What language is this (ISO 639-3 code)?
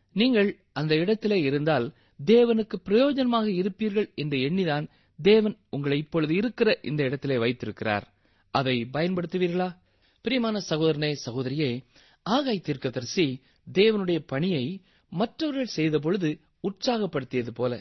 tam